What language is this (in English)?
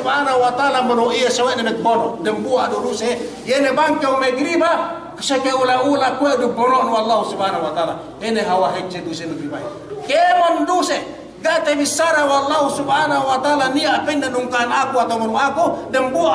Yakan